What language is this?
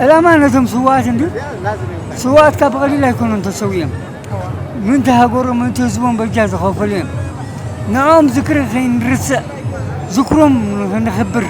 Tigrinya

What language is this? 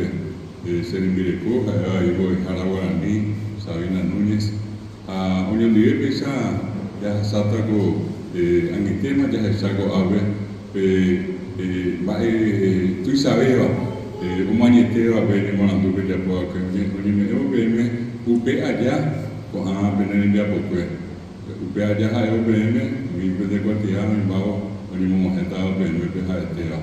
Guarani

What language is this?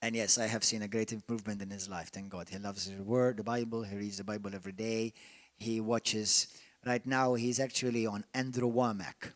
English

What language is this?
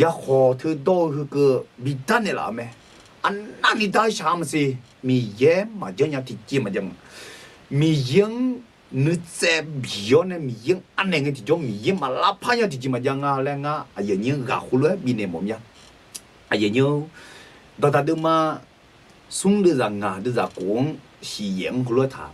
Akha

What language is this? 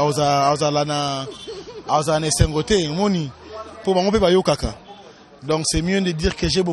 Lingala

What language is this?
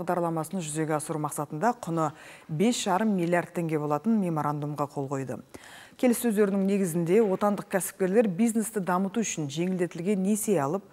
Kazakh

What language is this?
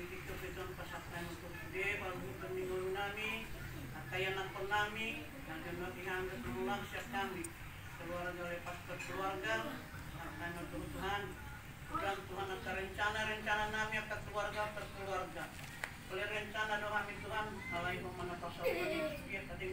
Batak Toba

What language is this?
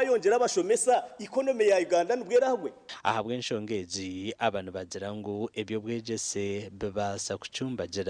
Nyankole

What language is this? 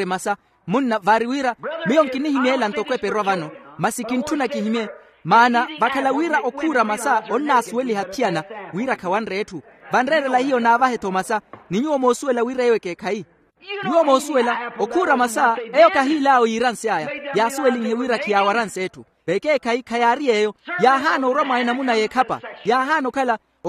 Makhuwa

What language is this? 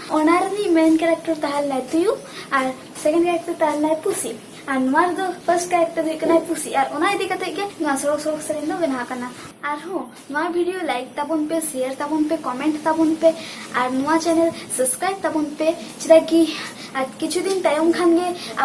Santali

